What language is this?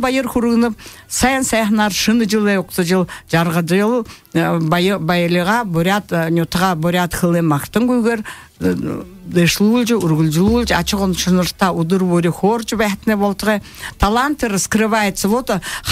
Buriat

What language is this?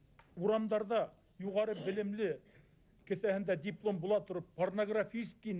Bashkir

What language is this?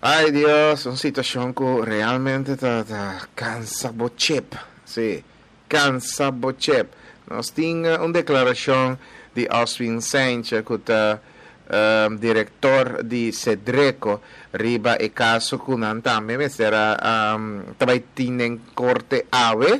Papiamento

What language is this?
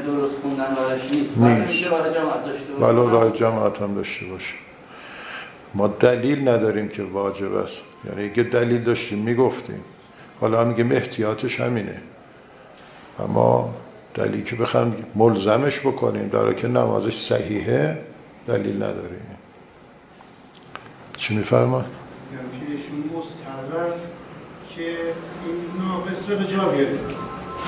Persian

